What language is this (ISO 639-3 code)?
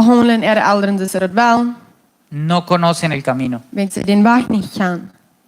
pdt